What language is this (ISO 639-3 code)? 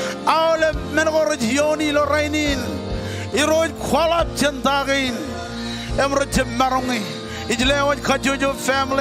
mah